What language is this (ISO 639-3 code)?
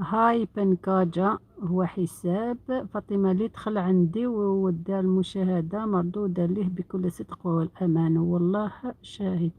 arq